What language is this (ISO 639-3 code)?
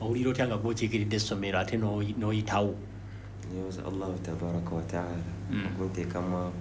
lug